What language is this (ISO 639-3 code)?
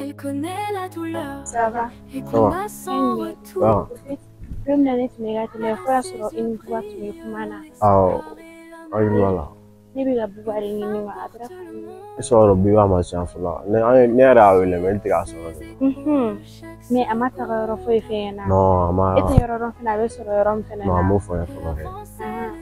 bam